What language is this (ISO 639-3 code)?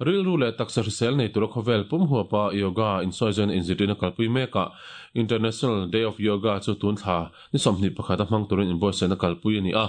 lus